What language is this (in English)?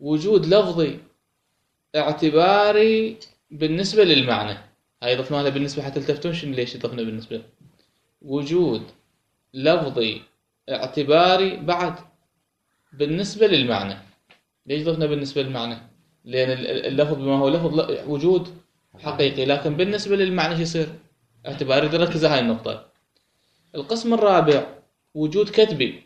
Mesopotamian Arabic